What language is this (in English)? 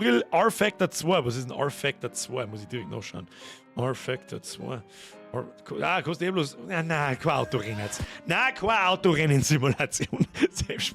Bavarian